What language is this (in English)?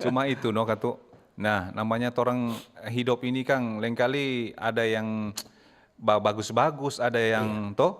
Manado Malay